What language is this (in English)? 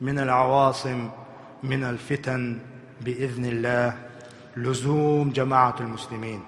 Chechen